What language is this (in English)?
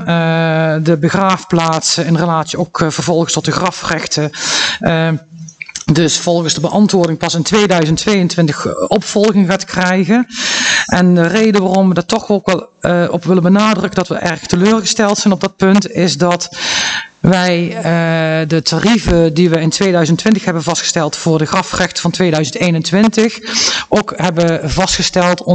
Dutch